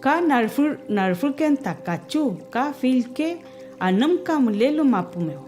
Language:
Mapuche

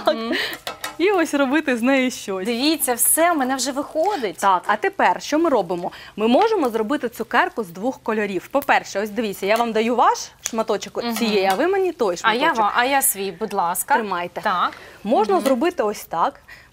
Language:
Ukrainian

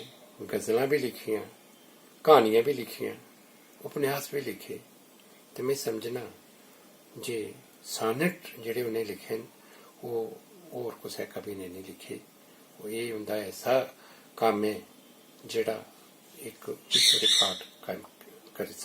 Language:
Dogri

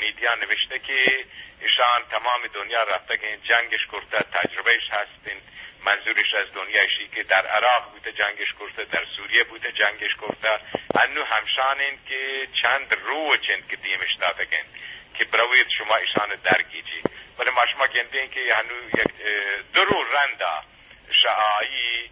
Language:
Eastern Balochi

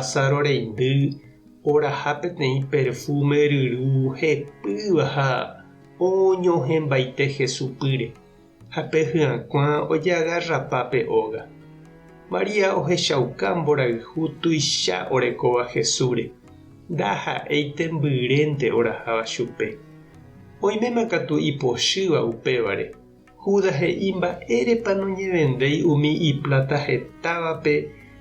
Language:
Guarani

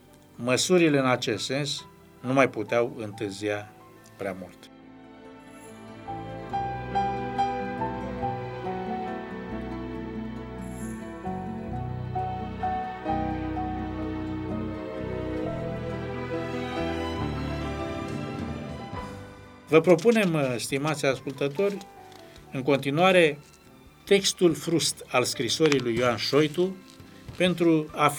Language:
Romanian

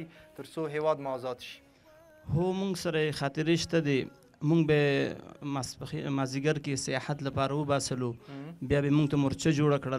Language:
Pashto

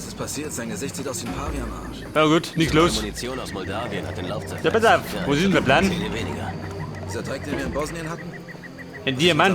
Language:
Bavarian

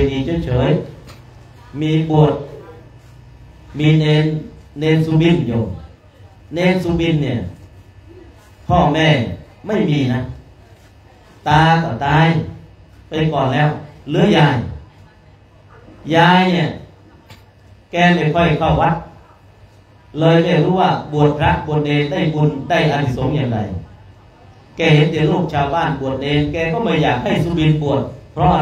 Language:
Thai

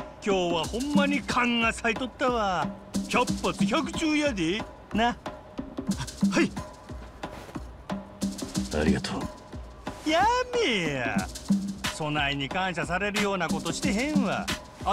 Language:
Japanese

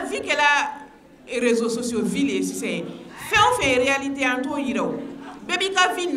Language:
Bambara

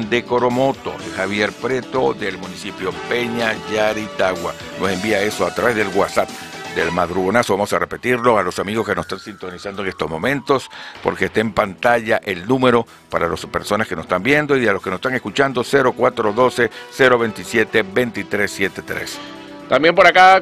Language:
Spanish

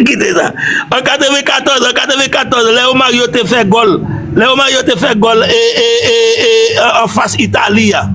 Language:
Haitian Creole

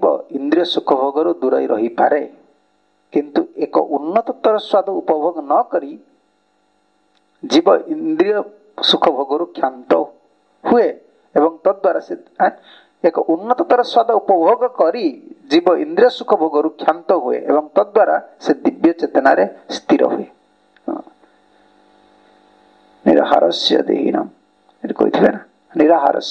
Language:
Odia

